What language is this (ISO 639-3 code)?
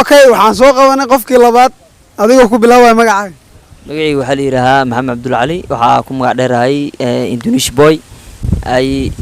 som